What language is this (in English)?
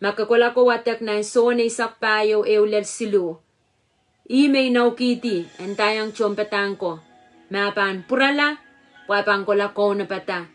Pohnpeian